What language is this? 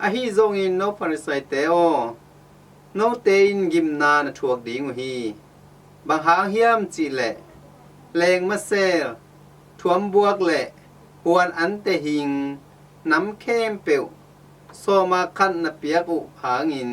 Tedim Chin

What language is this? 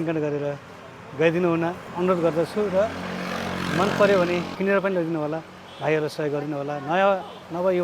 Nepali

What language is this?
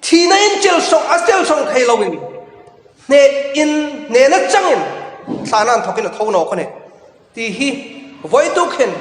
Hmar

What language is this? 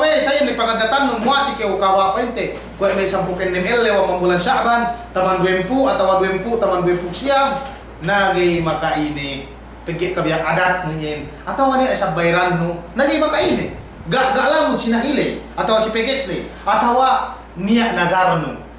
Yakan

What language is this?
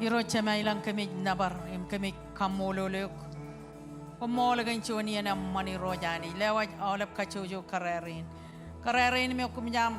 Marshallese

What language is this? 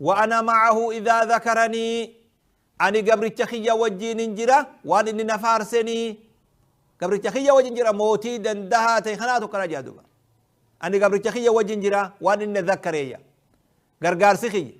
Oromo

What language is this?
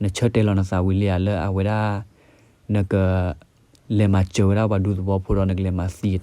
S'gaw Karen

